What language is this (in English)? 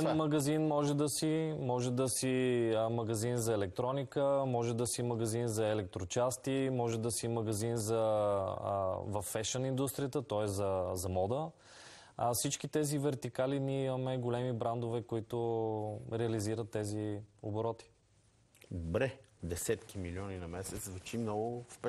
Bulgarian